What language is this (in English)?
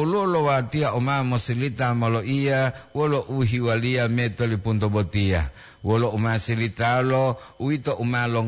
Gorontalo